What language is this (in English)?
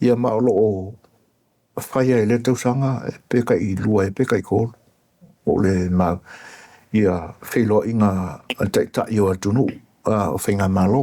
Samoan